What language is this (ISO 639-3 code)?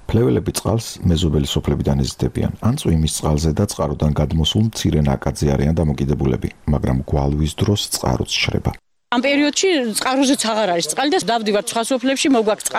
kat